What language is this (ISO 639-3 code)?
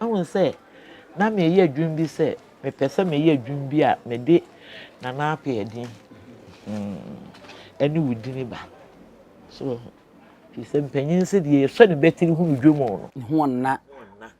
aka